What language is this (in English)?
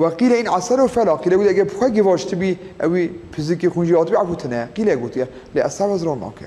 Kurdish